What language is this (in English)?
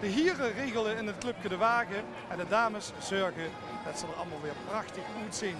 Limburgish